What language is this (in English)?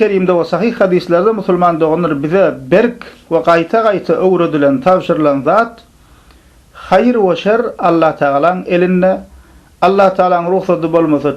Turkmen